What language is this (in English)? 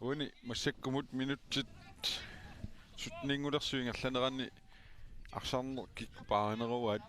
Kalaallisut